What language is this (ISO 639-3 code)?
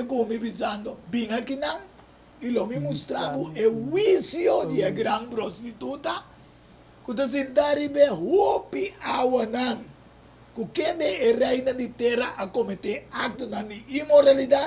pap